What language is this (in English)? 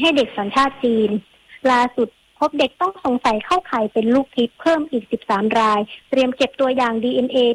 Thai